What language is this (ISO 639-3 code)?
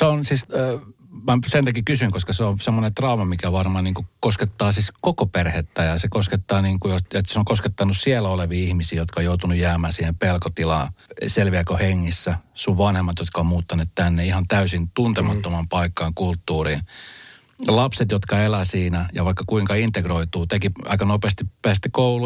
fin